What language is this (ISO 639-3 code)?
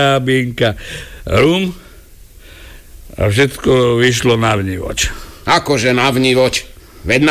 slk